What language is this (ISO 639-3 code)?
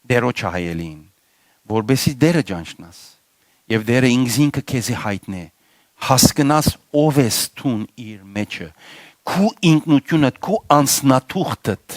hyw